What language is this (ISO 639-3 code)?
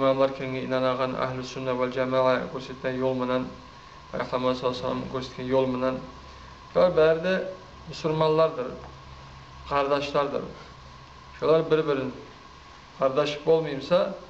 kum